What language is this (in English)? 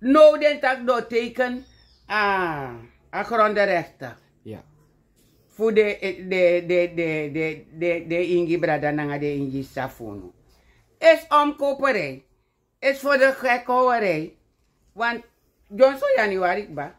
Sranan Tongo